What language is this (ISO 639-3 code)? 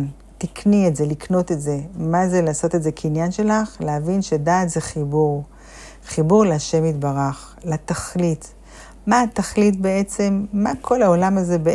heb